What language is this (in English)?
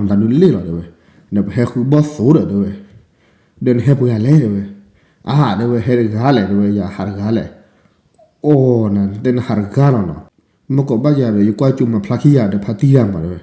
S'gaw Karen